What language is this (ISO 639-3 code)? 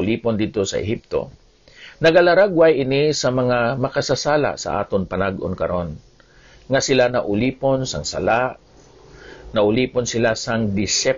hil